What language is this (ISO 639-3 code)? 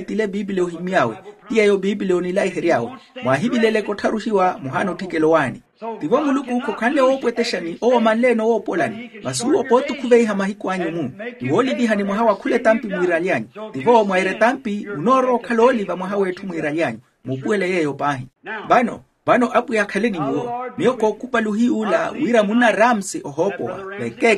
vmw